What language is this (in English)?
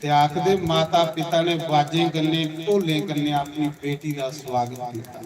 Dogri